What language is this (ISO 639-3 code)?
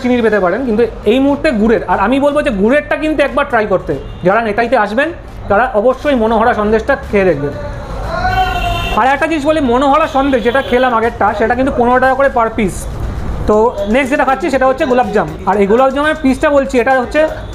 ben